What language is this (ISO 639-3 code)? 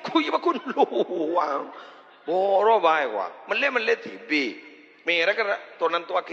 mad